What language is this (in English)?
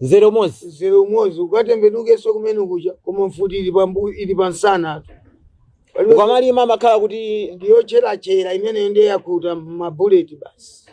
Nyanja